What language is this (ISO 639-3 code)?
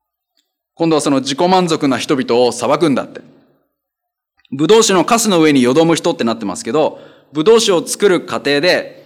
jpn